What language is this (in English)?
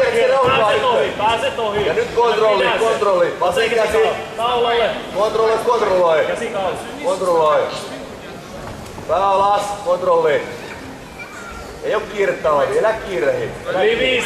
Finnish